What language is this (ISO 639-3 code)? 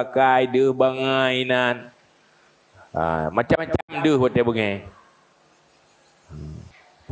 ace